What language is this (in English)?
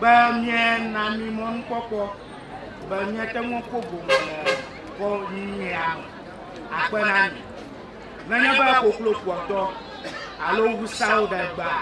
Ewe